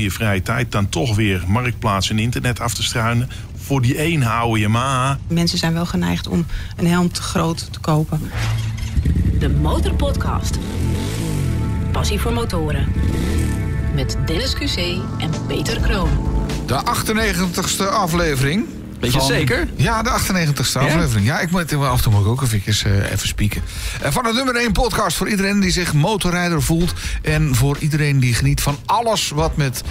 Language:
Dutch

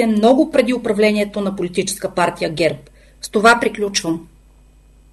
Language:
Bulgarian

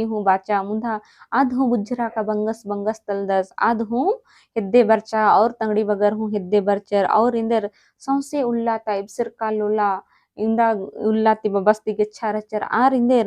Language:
Kurukh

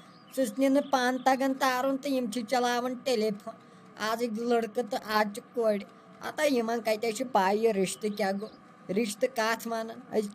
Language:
Kashmiri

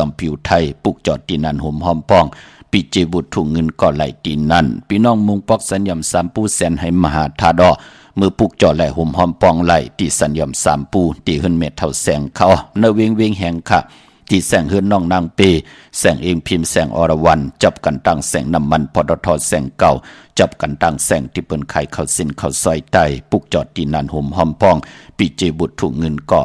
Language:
Shan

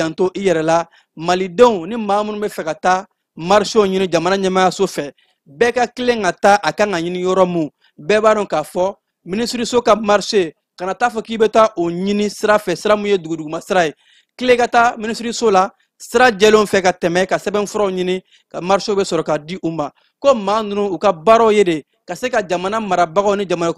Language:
Bambara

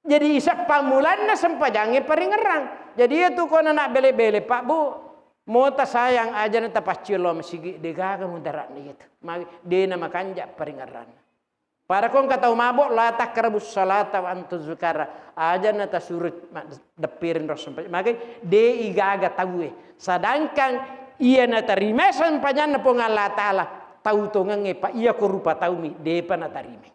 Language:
Buginese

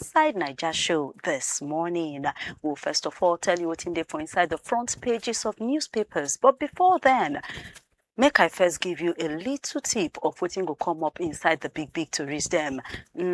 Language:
Nigerian Pidgin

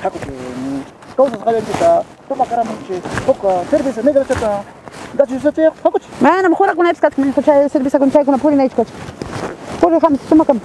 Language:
Ayacucho Quechua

